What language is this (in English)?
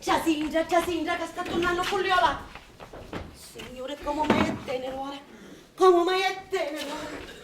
Sicilian